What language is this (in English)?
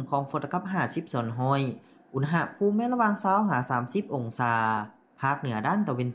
Lao